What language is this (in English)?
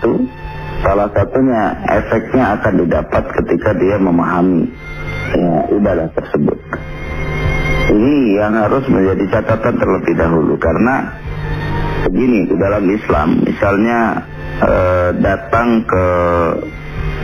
Indonesian